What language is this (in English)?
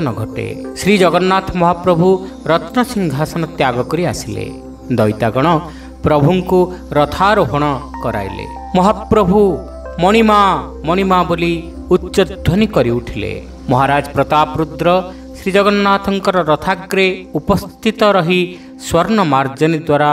Odia